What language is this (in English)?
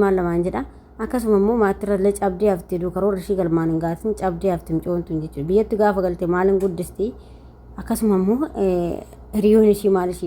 Oromo